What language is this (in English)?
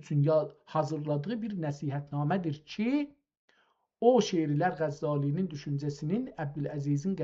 South Azerbaijani